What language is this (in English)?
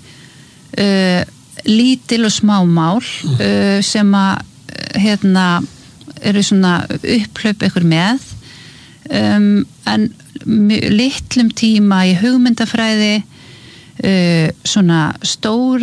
Icelandic